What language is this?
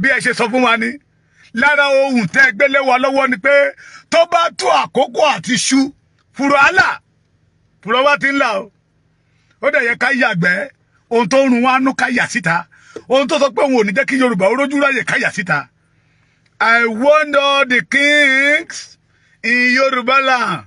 Yoruba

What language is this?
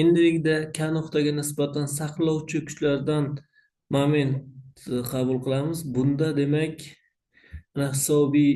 Uzbek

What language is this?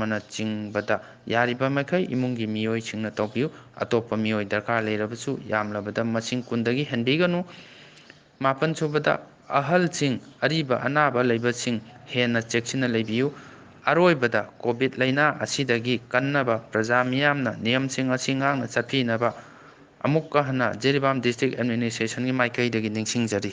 Manipuri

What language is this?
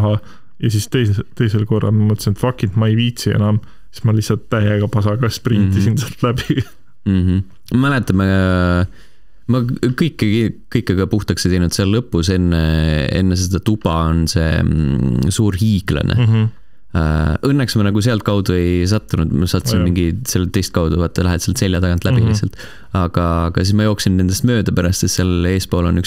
Estonian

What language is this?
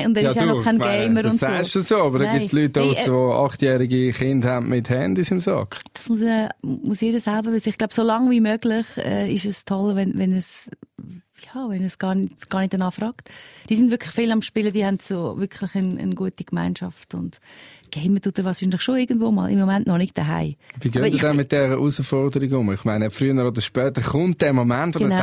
Swiss German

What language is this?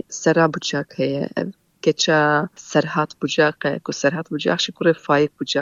Kurdish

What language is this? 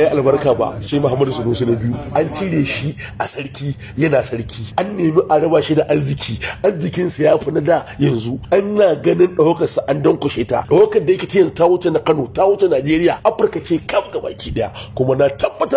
Hausa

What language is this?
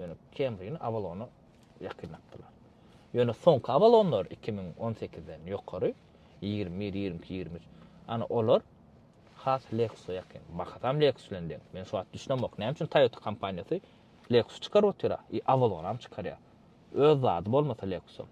Turkmen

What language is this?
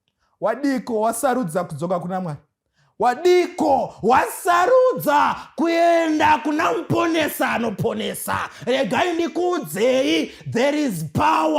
Shona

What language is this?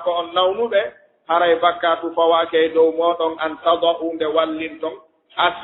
Fula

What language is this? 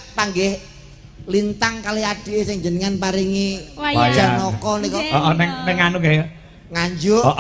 Javanese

